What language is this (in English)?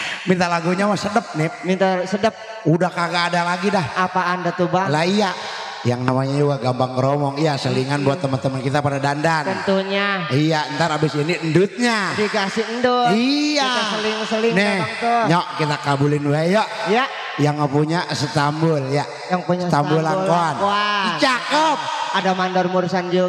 Betawi